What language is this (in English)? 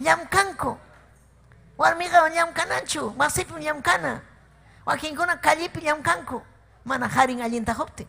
Ayacucho Quechua